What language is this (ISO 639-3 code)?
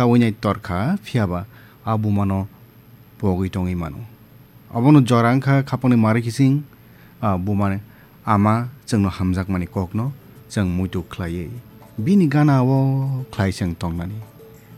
trp